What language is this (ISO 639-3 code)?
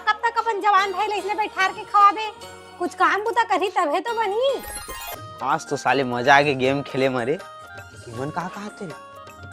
hne